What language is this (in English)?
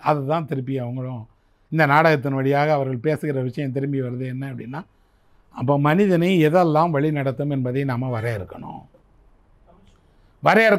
Tamil